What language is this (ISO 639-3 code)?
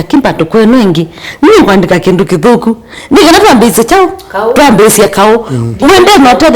kam